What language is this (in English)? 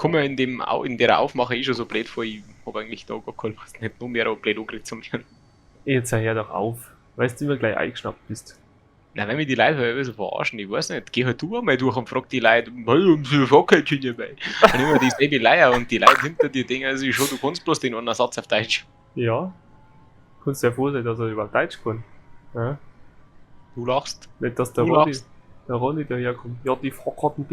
Bavarian